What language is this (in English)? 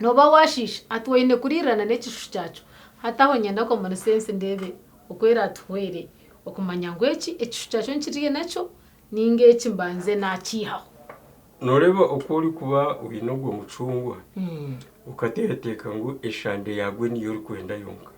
Nyankole